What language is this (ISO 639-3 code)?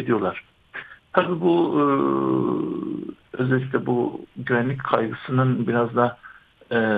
tur